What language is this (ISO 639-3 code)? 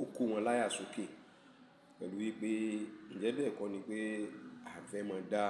yor